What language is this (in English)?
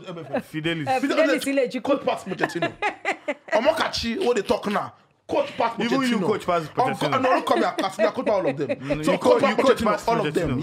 Nigerian Pidgin